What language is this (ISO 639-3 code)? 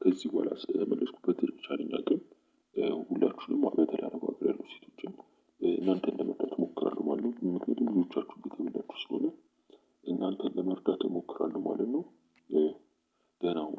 amh